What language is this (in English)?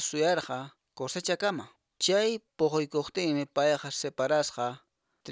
Quechua